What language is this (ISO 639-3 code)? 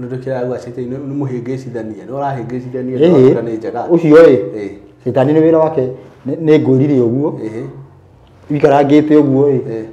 kik